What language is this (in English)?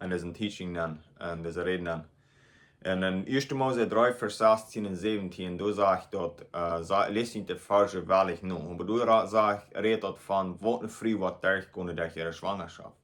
Plautdietsch